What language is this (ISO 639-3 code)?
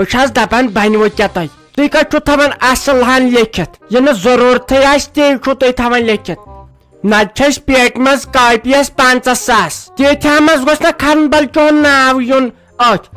kas